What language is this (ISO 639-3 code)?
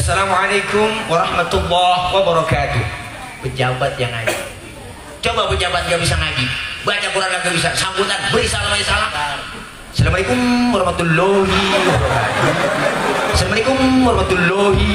bew